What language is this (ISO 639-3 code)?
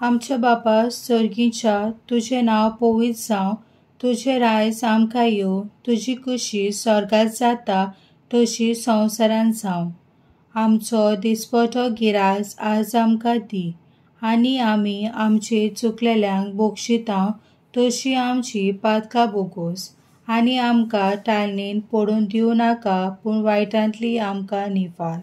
kok